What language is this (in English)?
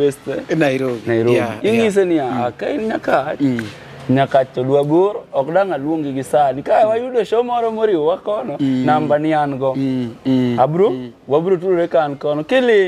Luo (Kenya and Tanzania)